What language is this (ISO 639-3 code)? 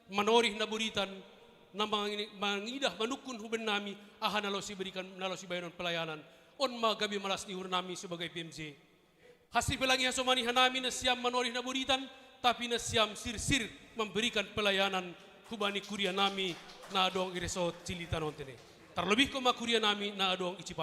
bts